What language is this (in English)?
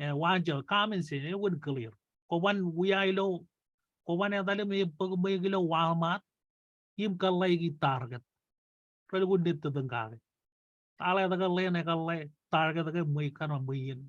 Marshallese